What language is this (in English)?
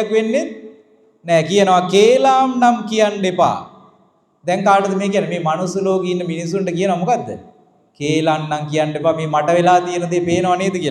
Sinhala